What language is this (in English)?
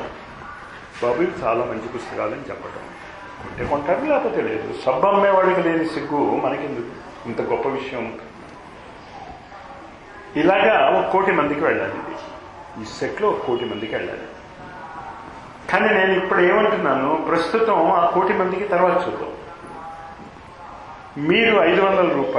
Telugu